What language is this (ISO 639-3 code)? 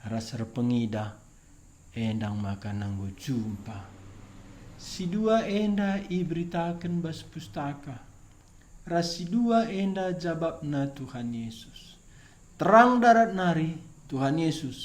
btx